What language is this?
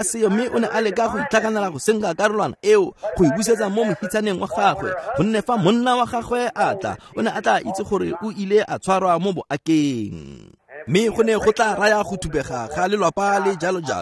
Tswana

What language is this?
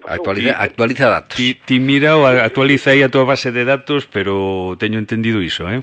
Galician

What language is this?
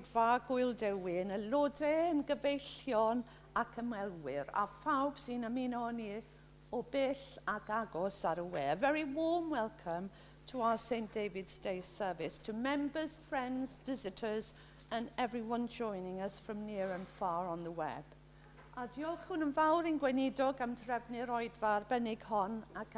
Welsh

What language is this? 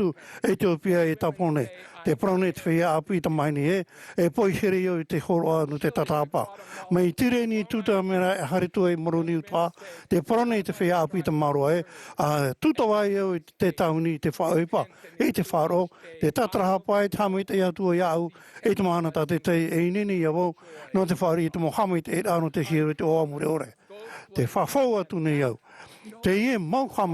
Tahitian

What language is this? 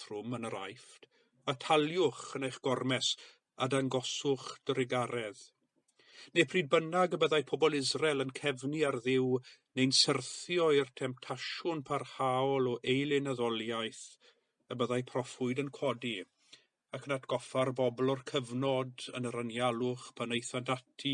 Welsh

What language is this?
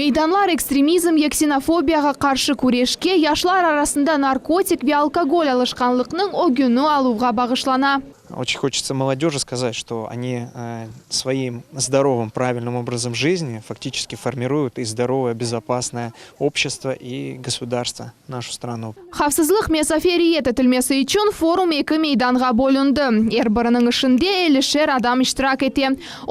Crimean Tatar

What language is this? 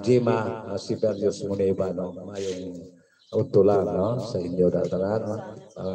Hiligaynon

